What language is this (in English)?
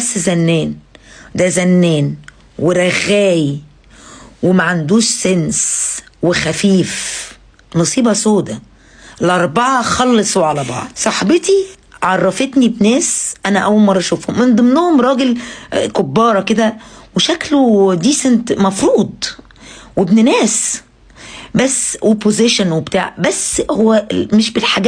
Egyptian Arabic